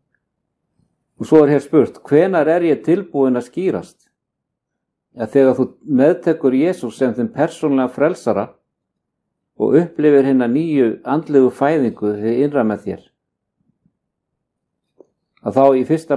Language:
Icelandic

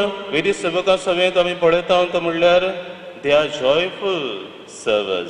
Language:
Konkani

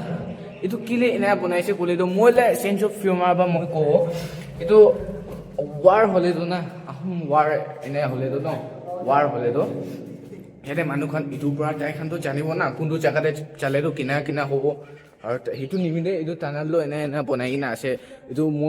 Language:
Naga Pidgin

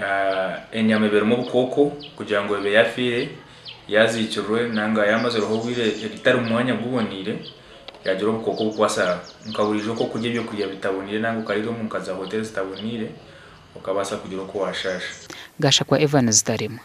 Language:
Nyankole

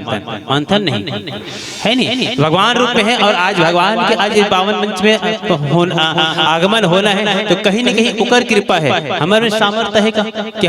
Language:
Chhattisgarhi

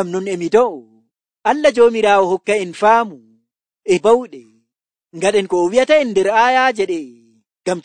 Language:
Nigerian Fulfulde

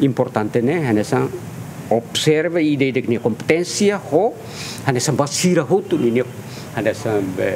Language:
Tetum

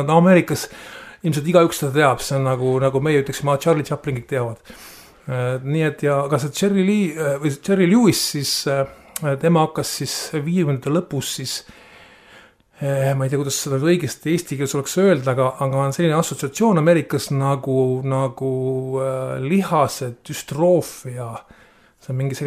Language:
Estonian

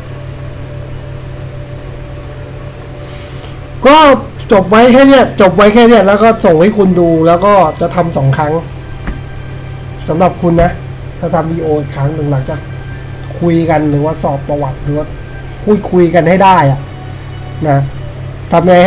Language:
Thai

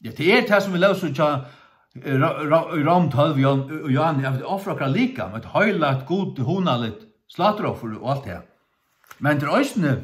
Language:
Faroese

